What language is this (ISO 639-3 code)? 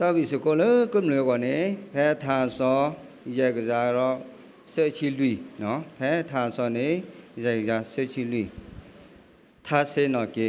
ksw